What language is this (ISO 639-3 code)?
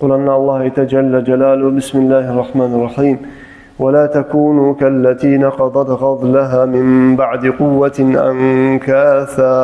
kum